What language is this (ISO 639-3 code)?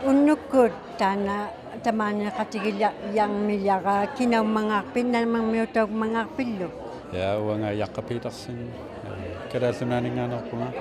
iku